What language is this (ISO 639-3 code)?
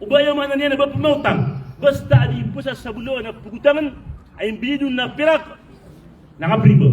mrw